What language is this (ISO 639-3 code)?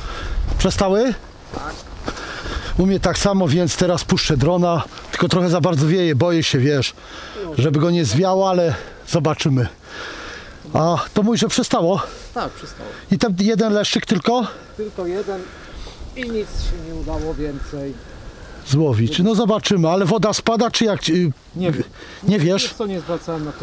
pol